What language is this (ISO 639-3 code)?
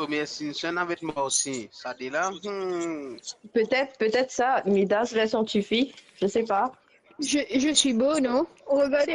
mfe